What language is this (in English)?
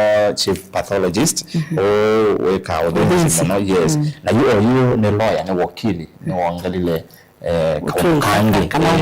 Kamba